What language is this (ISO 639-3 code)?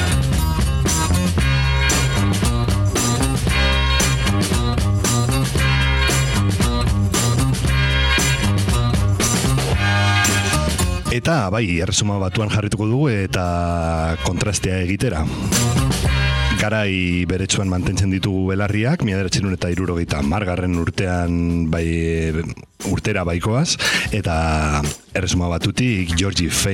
eus